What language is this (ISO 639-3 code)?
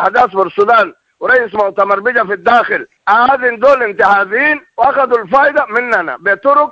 apd